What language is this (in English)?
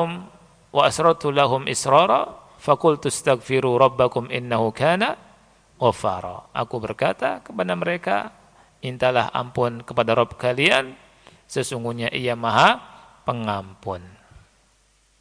Indonesian